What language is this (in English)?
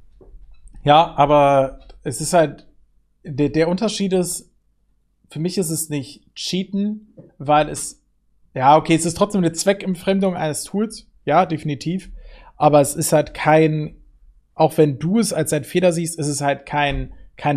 German